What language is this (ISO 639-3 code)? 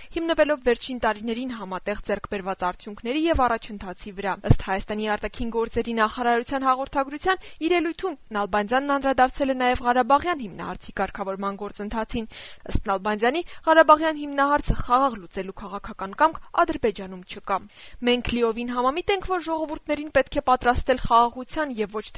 hye